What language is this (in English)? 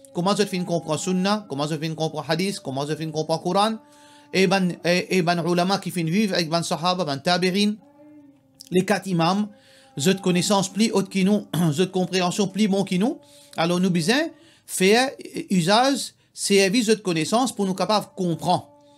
Morisyen